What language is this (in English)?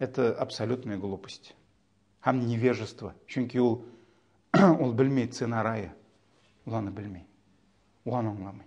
Tatar